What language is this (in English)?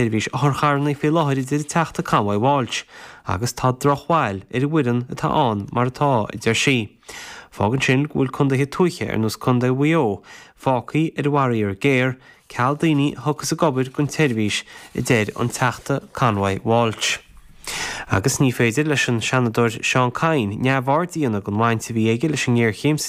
Irish